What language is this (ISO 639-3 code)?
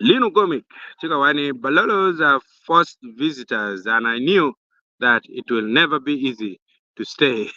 ach